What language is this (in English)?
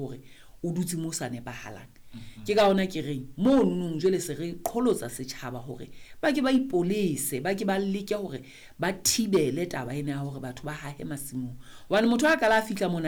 Southern Sotho